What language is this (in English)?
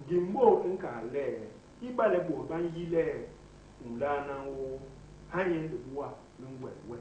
Basaa